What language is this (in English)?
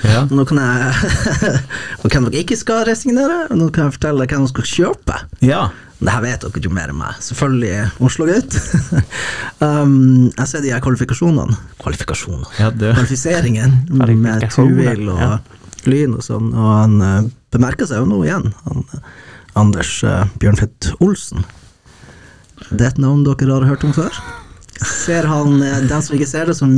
Norwegian